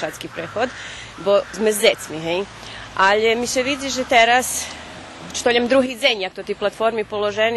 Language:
Rusyn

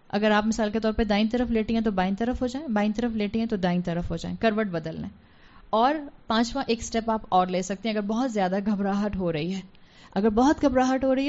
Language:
Urdu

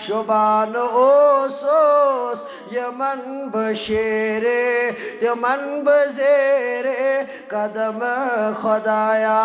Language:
Kashmiri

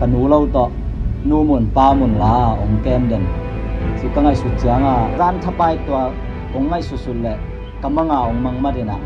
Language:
Tedim Chin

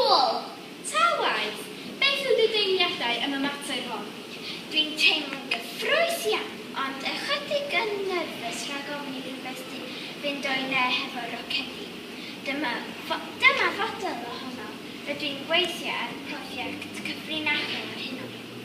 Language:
Welsh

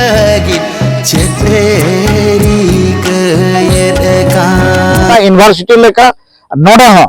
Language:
Santali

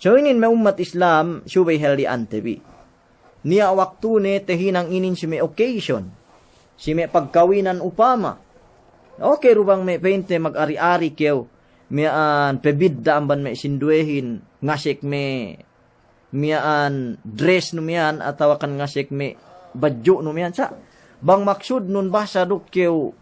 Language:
Yakan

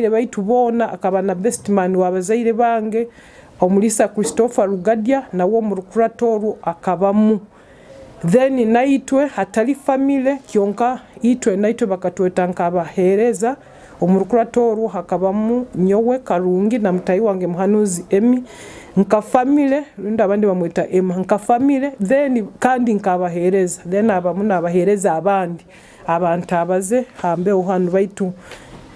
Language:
Nyoro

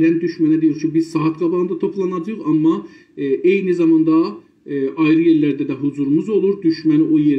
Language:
South Azerbaijani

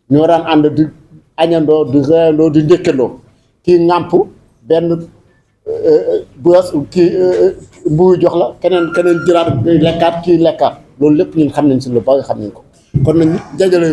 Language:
Wolof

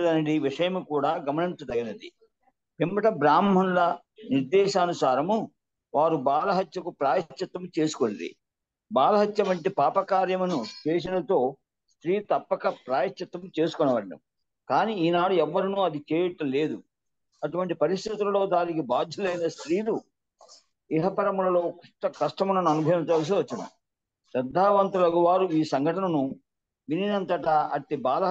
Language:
Telugu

